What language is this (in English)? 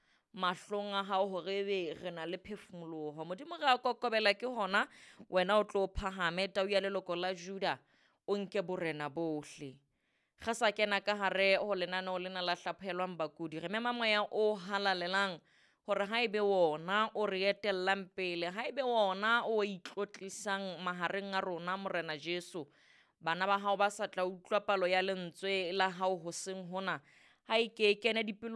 Southern Sotho